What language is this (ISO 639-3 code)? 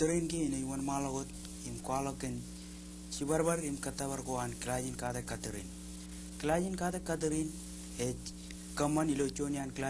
mah